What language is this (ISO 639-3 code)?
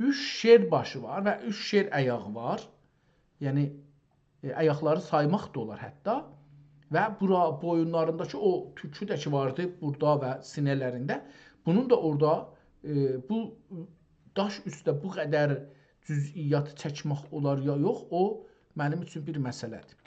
azb